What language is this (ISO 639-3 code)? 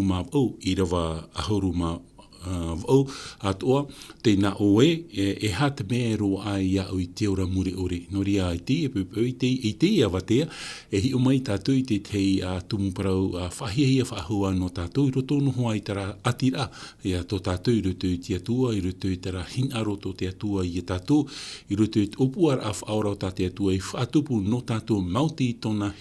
tah